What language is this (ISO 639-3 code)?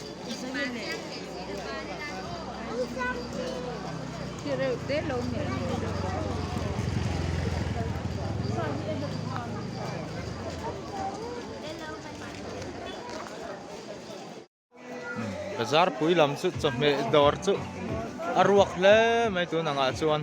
lus